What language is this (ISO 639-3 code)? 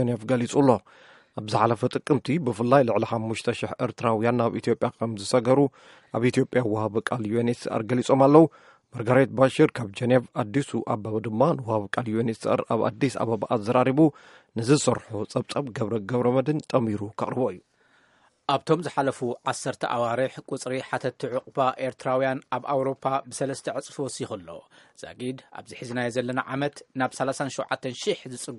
tir